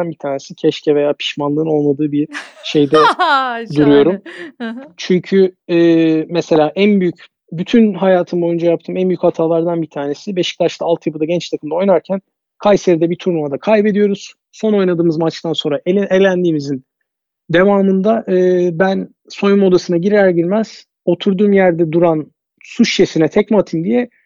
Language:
Turkish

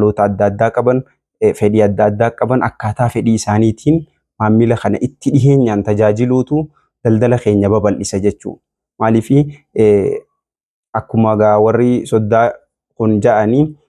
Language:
Oromo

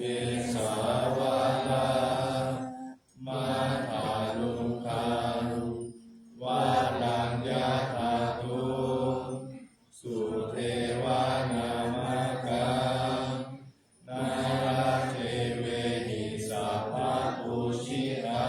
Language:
Pali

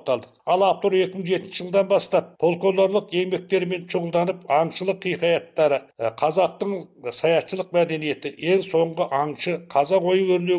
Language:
Kazakh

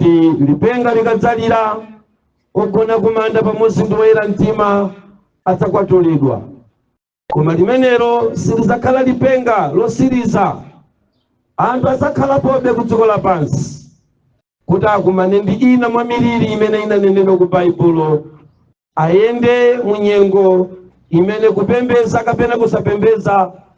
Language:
Nyanja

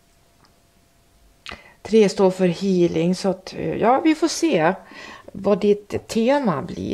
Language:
Swedish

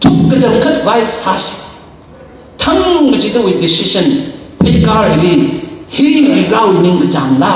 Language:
Tangkhul Naga (India)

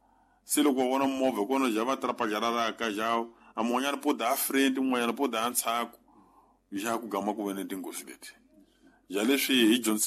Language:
Tsonga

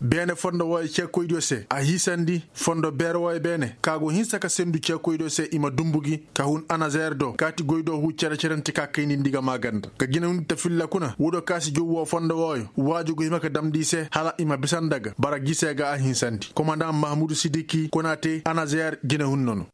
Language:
Koyraboro Senni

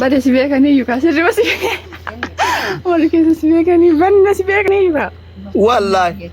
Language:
Oromo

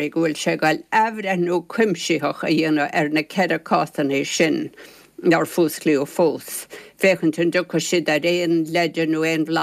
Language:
Irish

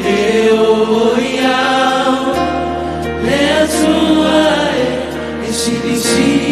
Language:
Samoan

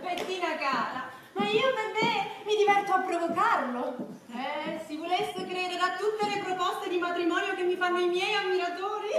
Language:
Neapolitan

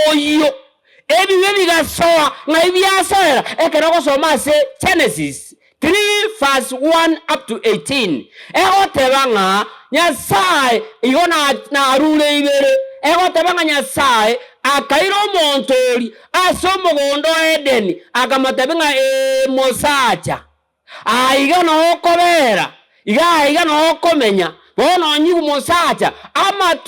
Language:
Gusii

